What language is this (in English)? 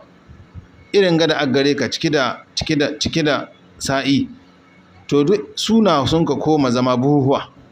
Hausa